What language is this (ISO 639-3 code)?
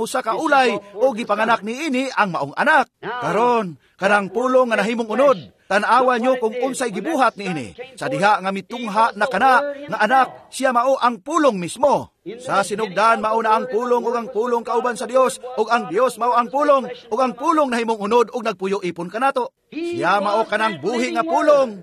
ceb